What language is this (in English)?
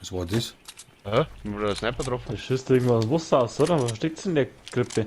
Bavarian